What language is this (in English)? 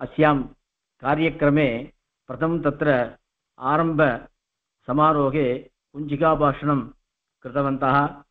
Sanskrit